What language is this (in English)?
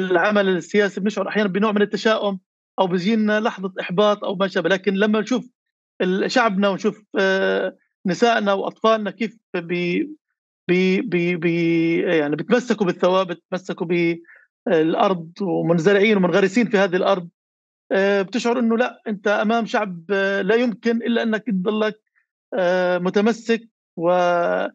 North Levantine Arabic